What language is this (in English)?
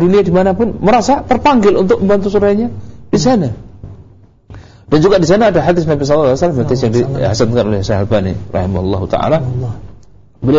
Indonesian